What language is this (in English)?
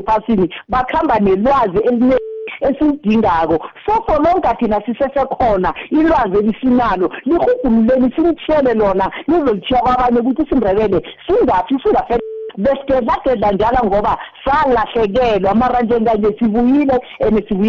South Ndebele